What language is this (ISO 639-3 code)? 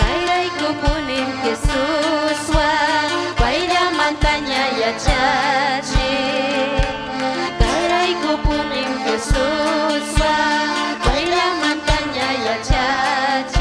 quy